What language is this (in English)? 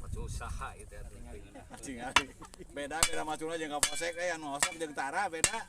Sundanese